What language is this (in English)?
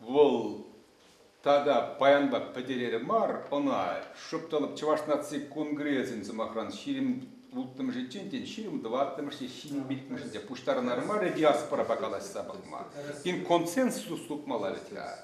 Chuvash